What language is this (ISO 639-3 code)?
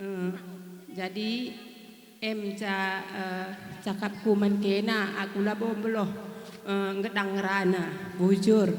btx